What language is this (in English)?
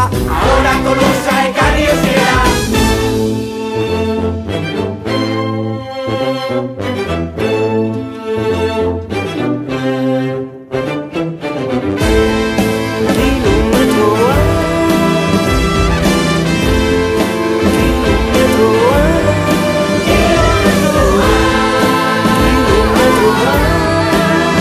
Basque